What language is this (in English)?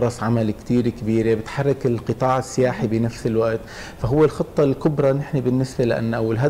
North Levantine Arabic